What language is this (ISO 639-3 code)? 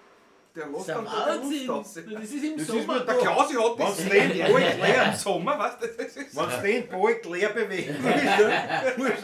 bar